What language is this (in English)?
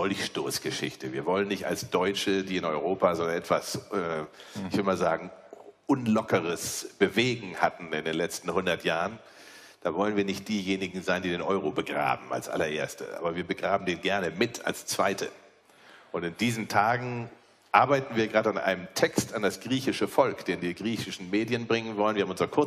German